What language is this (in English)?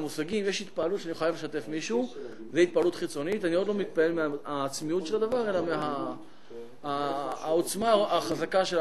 Hebrew